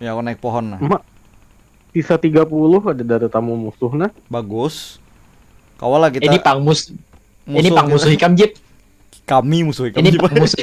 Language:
Banjar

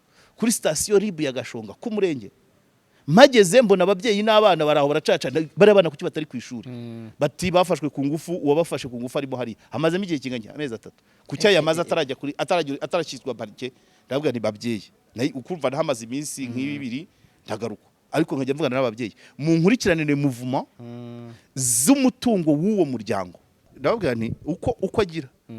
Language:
Kinyarwanda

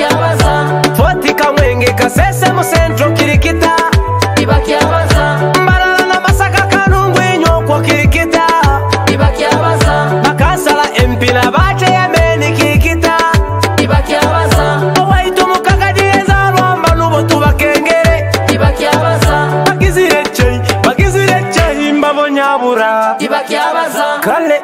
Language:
Nyoro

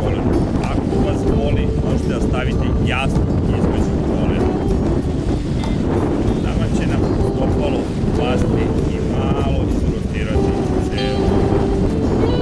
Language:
Serbian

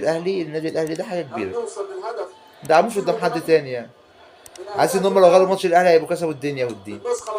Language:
Egyptian Arabic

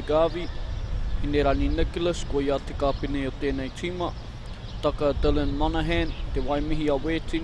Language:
Māori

